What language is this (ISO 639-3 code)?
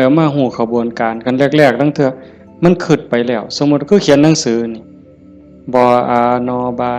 tts